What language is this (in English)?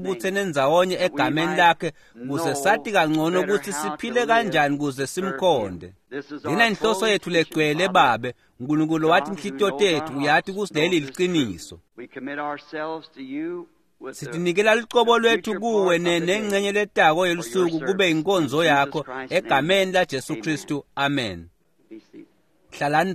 Swati